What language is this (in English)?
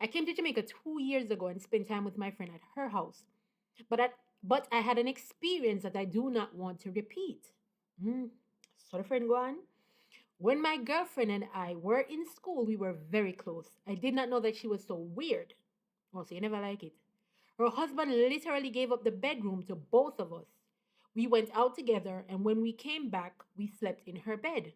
Jamaican Creole English